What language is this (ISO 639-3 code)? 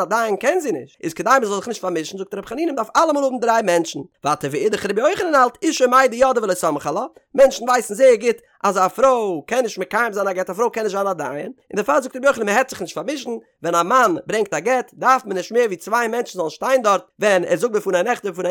yid